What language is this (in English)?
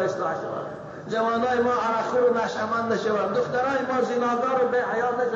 Tajik